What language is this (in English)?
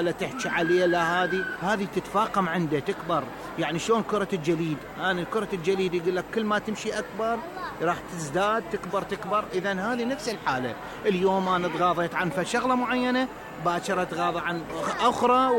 Mesopotamian Arabic